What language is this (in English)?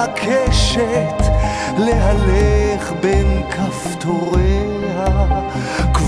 Hebrew